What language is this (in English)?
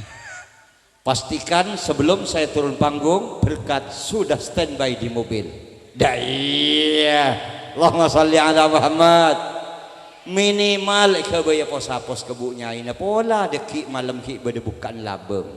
Madurese